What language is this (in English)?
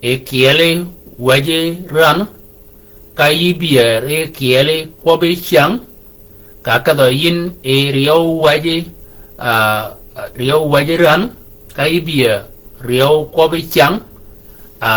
Shilluk